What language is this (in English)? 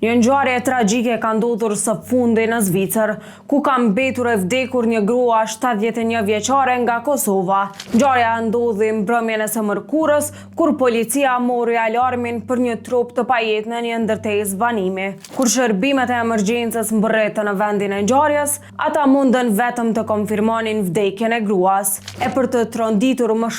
Albanian